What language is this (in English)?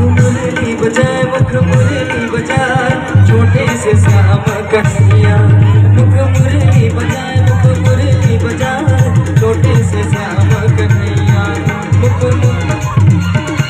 Chhattisgarhi